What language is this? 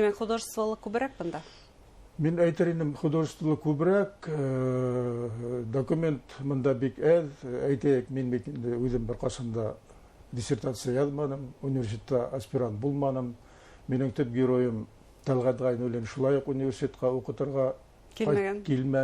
Bashkir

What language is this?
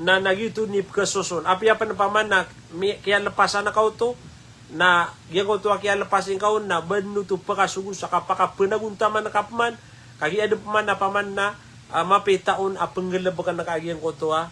Maranao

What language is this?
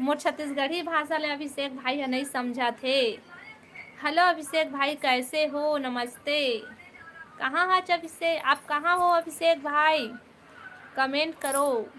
Chhattisgarhi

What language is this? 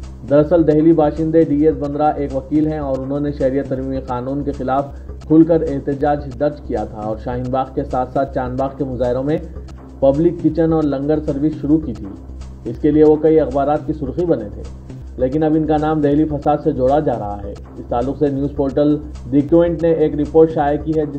Urdu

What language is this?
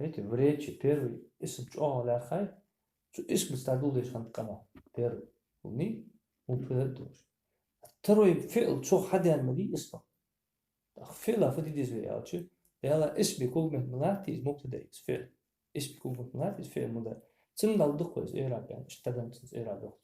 Ingush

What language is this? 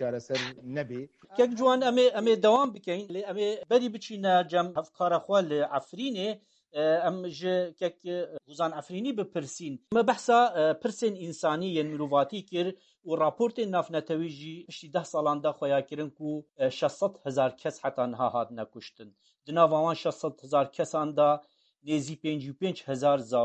Kurdish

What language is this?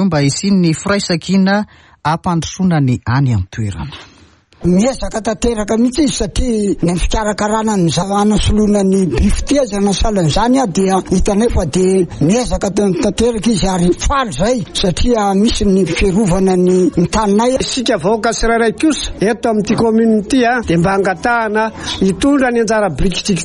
Malagasy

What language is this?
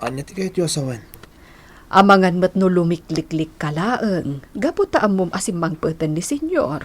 Iloko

